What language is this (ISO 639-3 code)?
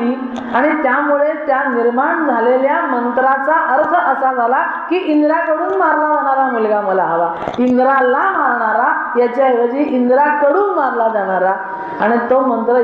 mar